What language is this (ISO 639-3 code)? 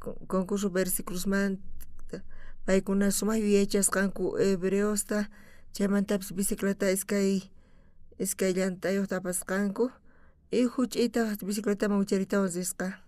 quh